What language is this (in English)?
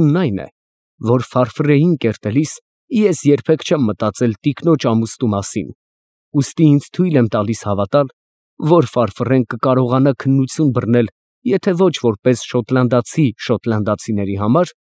Armenian